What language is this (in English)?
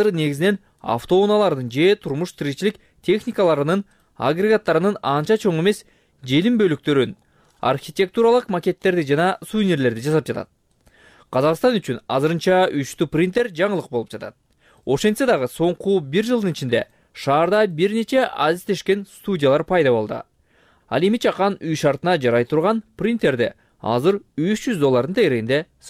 Kyrgyz